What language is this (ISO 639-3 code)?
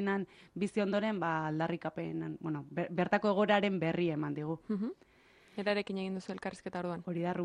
eus